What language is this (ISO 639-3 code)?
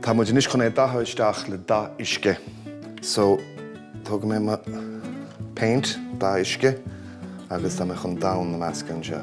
gle